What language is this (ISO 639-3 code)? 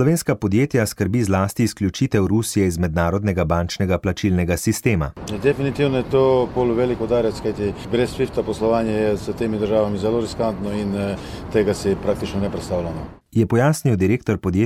slv